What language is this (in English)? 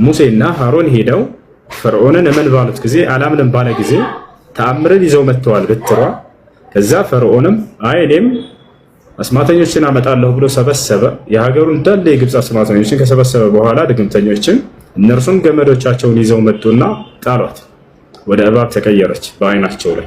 Amharic